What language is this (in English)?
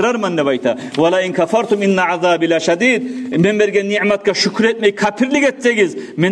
Kumyk